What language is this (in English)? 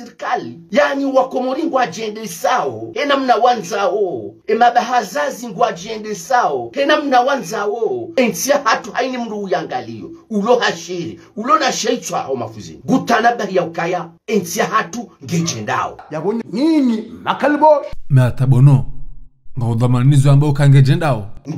Ngazidja Comorian